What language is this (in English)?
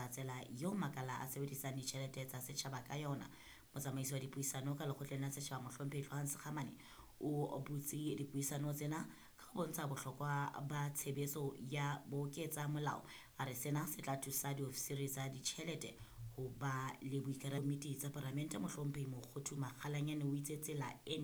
Southern Sotho